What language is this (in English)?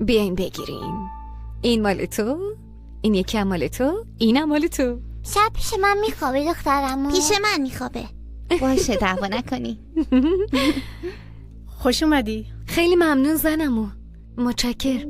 Persian